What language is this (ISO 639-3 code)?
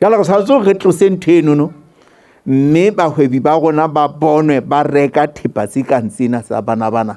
sot